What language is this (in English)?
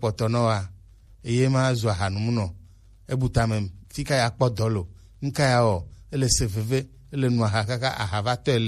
Gen